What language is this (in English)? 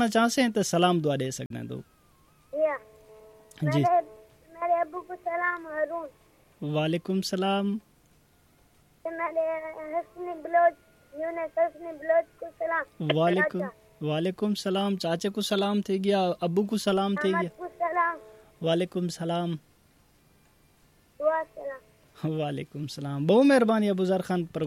Urdu